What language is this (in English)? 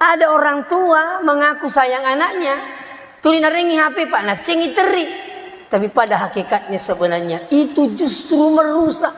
Buginese